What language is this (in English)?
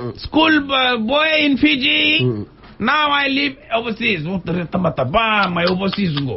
Fijian